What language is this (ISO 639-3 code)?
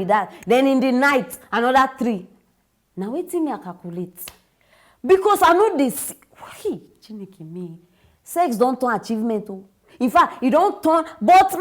pcm